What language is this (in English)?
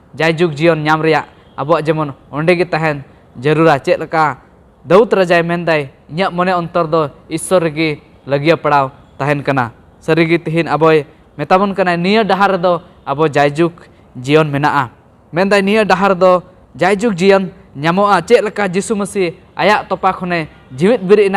Santali